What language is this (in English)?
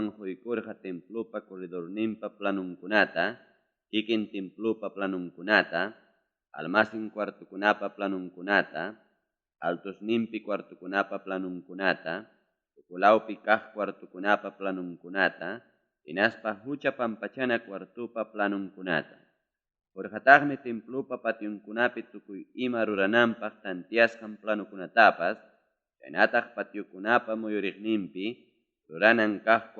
Ayacucho Quechua